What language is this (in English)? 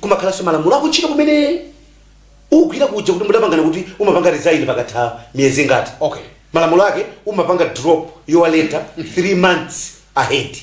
Nyanja